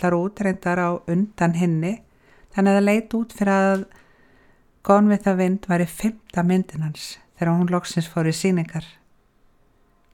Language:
Icelandic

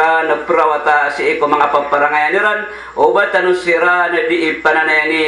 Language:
Maranao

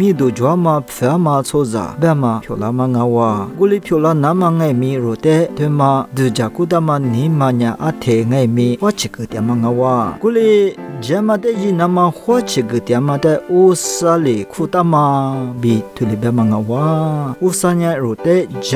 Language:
Lisu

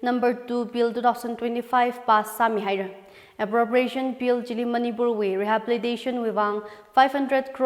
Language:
Tangkhul Naga (India)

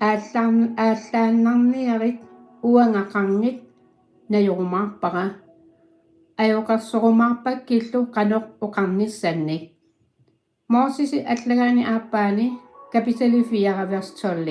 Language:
Kalaallisut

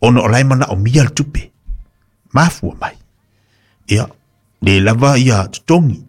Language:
Samoan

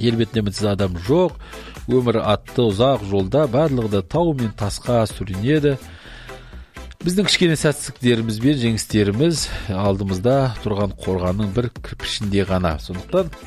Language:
Kazakh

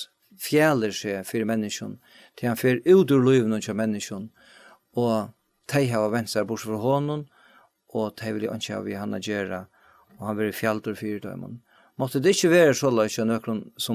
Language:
Faroese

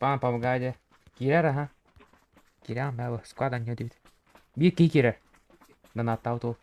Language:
Yakut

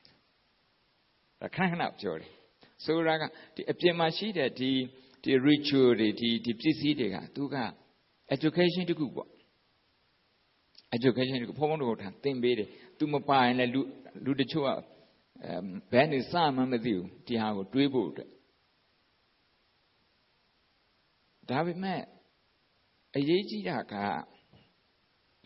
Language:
Burmese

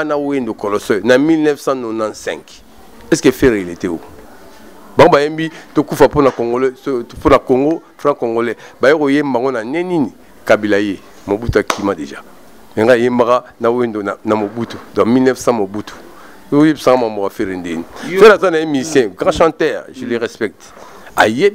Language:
Lingala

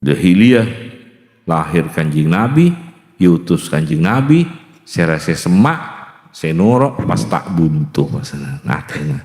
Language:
Madurese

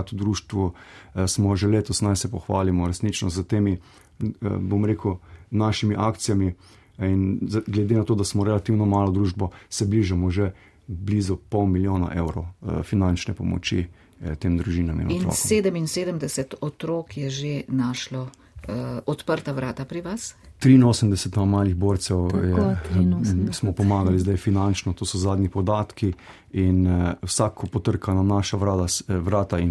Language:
Slovenian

